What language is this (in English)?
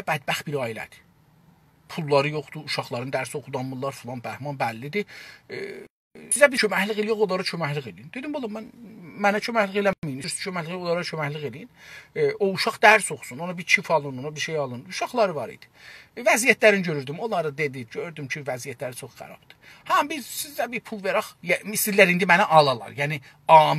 South Azerbaijani